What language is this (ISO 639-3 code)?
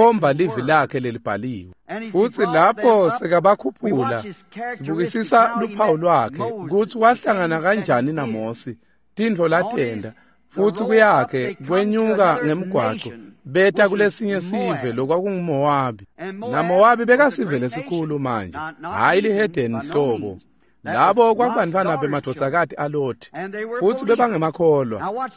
ssw